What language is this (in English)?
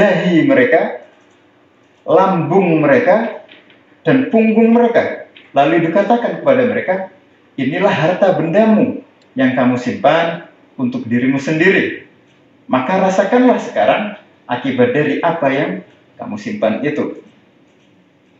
Indonesian